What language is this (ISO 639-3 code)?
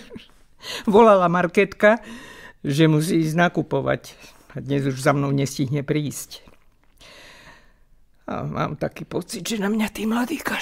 slk